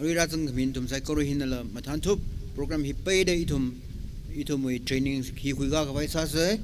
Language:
Tangkhul Naga (India)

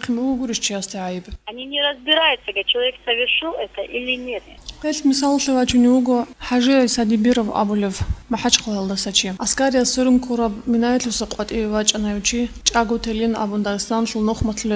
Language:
Avaric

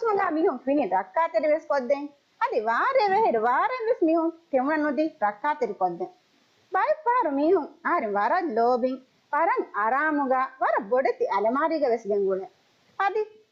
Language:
Divehi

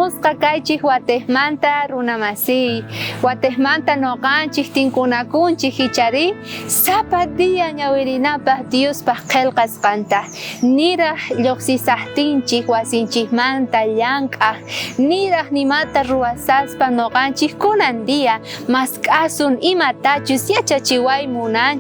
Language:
South Bolivian Quechua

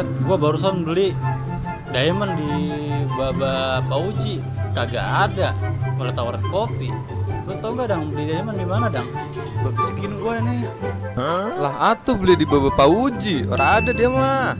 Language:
Betawi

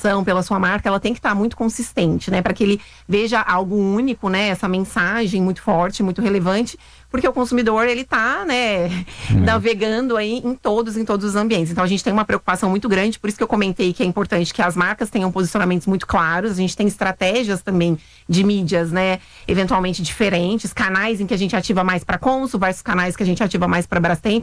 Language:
Portuguese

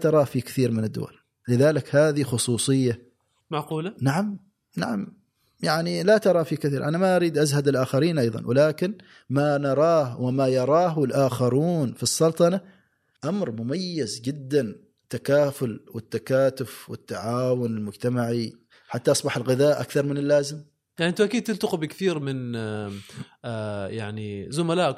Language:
Gulf Arabic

